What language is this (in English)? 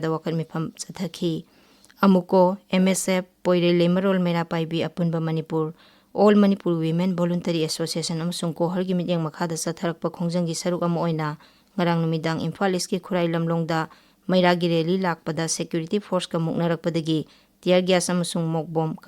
Manipuri